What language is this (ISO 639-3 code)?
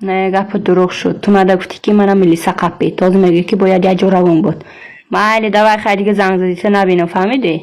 tgk